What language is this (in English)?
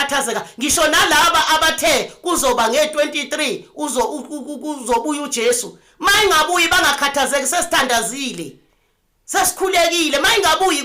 Zulu